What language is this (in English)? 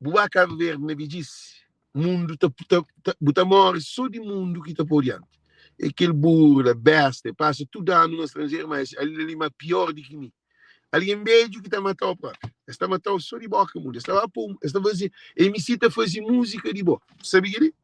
Kabuverdianu